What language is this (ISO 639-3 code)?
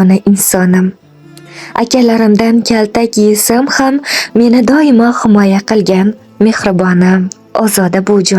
uzb